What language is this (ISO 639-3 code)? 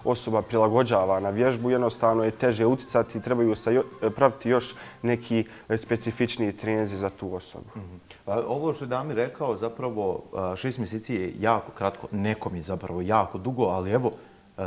bos